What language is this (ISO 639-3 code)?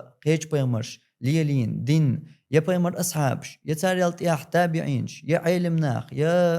che